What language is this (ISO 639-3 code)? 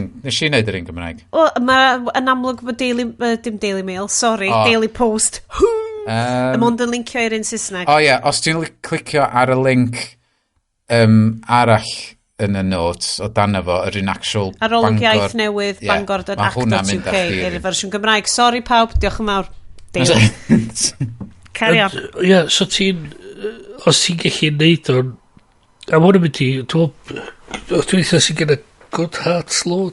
cym